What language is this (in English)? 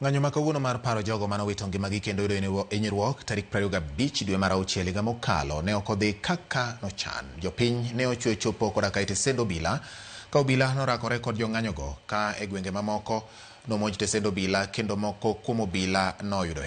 Luo (Kenya and Tanzania)